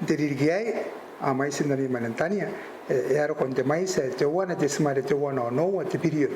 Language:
Gilbertese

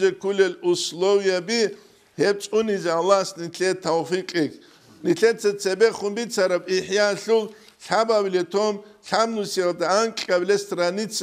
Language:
Avaric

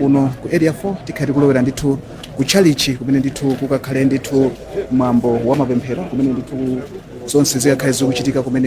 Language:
Nyanja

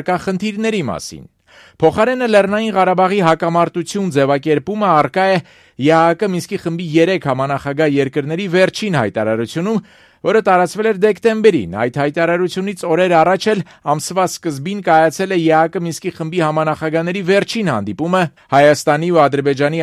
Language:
Armenian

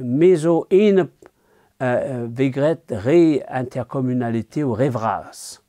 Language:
Breton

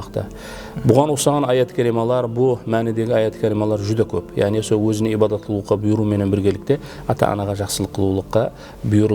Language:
Kara-Kalpak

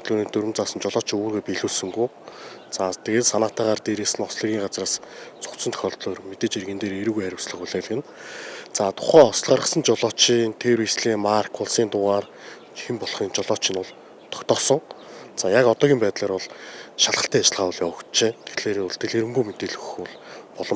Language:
Mongolian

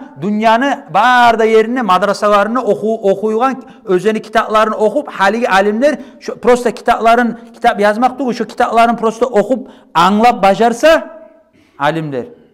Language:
Kumyk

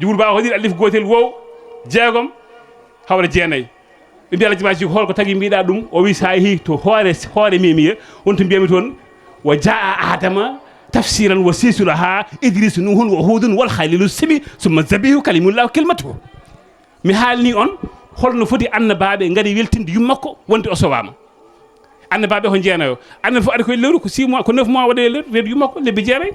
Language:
Fula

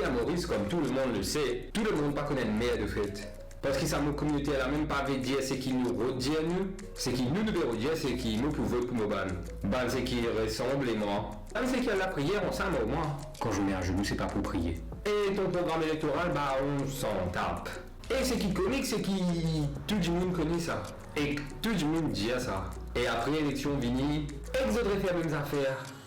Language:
Morisyen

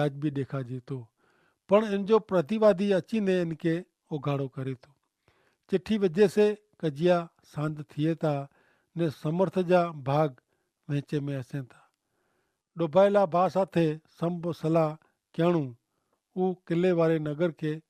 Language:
Kachhi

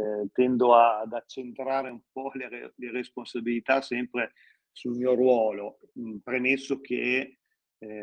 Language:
Italian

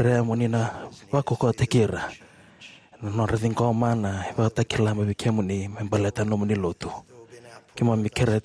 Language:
Fijian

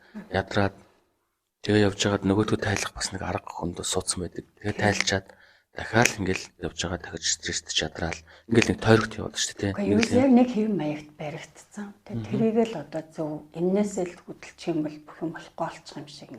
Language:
Mongolian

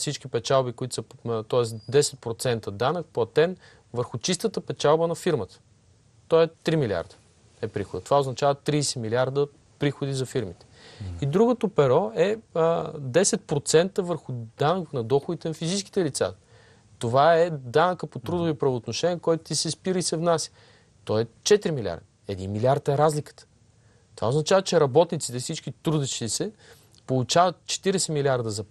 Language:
Bulgarian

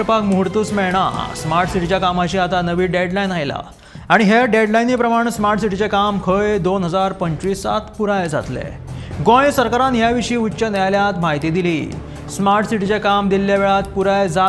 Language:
Konkani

